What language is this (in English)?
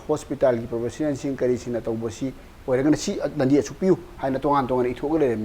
Manipuri